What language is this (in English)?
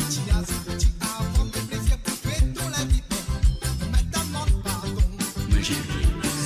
Morisyen